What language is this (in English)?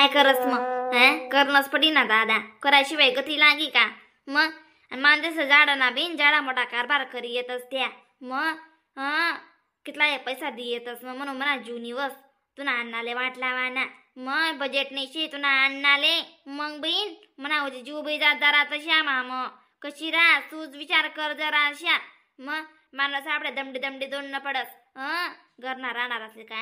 Khandesi